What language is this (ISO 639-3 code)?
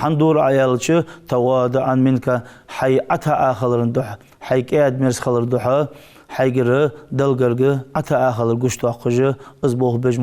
inh